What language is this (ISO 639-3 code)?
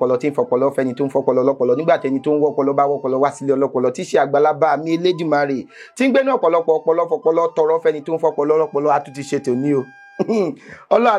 yor